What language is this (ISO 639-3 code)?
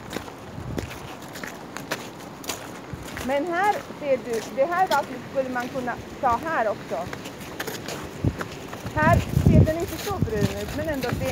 swe